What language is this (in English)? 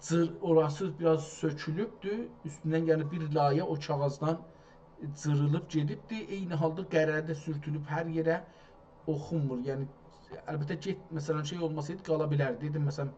South Azerbaijani